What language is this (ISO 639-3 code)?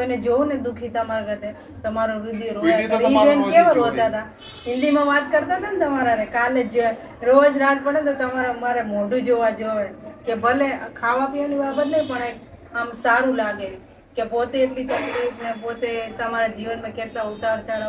guj